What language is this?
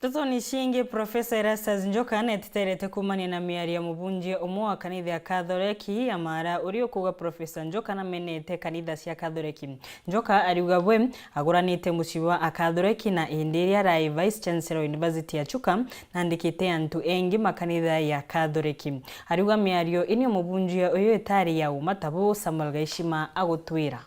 Meru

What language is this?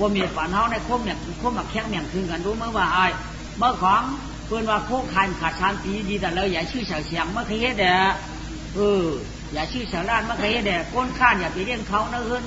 Shan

